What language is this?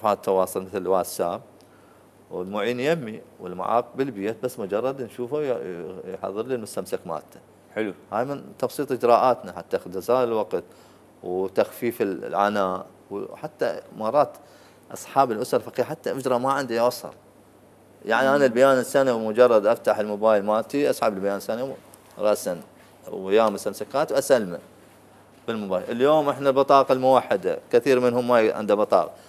Mesopotamian Arabic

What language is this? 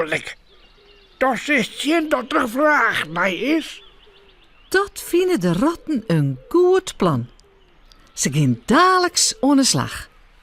Western Frisian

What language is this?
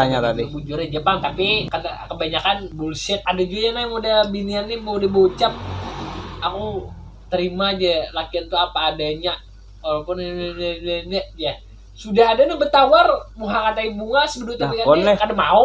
Banjar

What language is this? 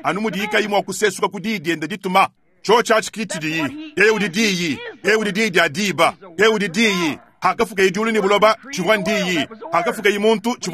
Luba-Lulua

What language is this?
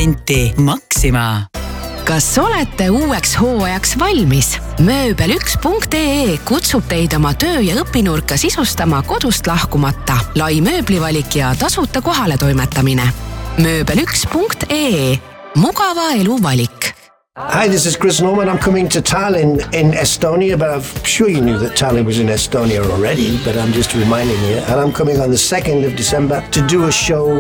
Estonian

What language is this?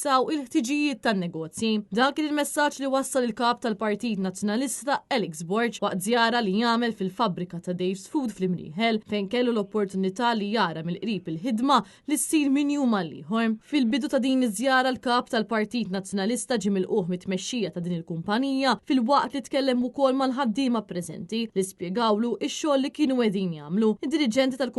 Maltese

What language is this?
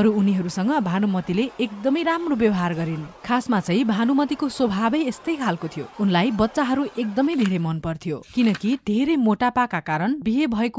Nepali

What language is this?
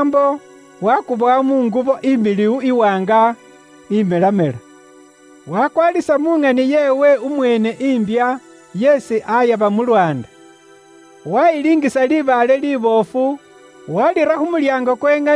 Luyia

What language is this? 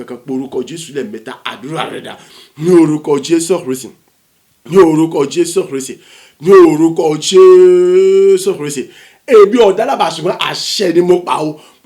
Yoruba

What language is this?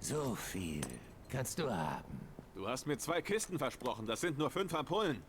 Swiss German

